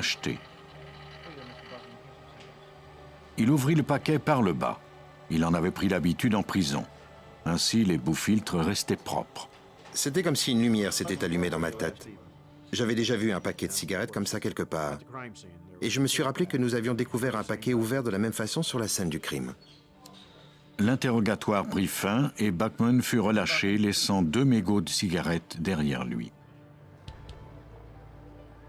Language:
French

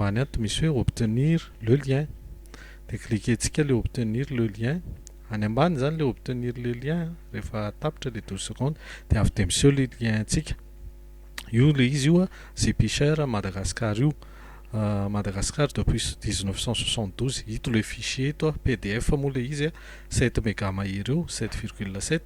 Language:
Malagasy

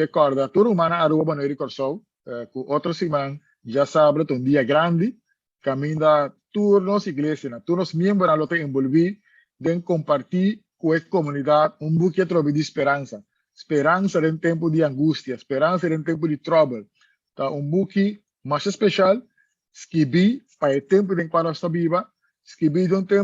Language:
Papiamento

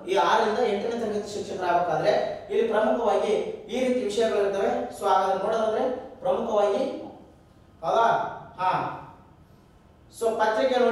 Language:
Kannada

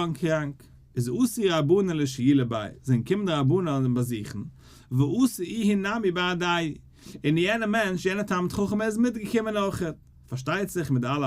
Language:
Yiddish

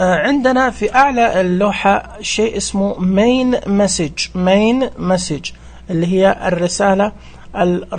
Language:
Najdi Arabic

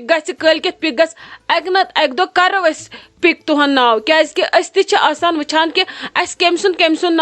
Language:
Kashmiri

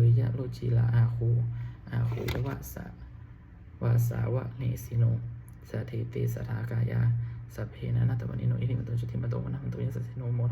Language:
Pali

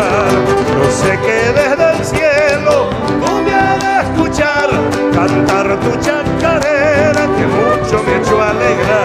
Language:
Spanish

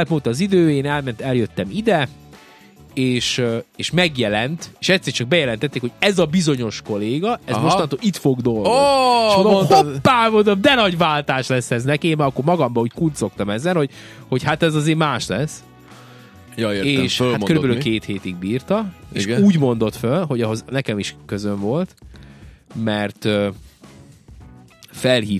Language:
Hungarian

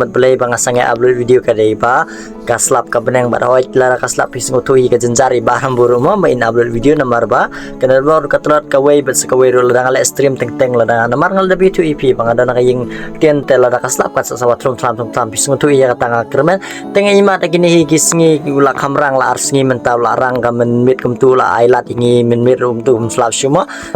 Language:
Khasi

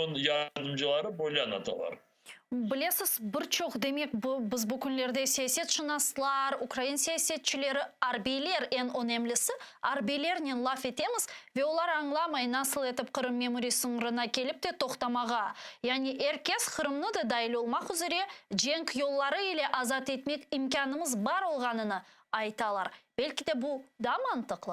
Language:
Crimean Tatar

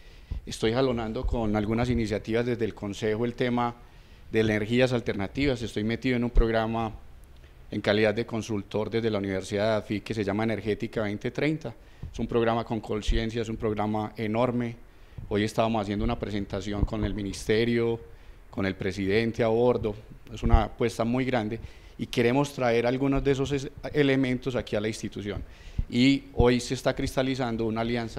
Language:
Spanish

